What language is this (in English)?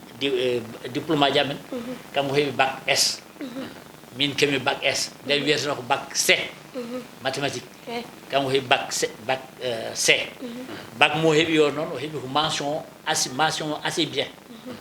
Fula